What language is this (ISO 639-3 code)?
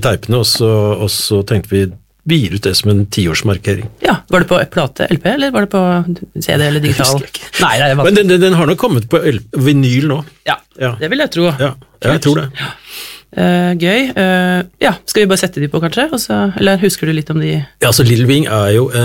nor